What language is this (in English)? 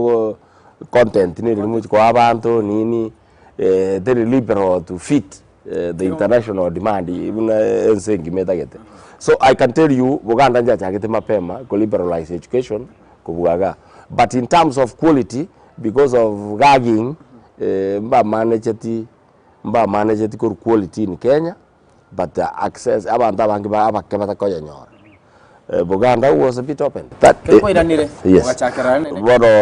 Gusii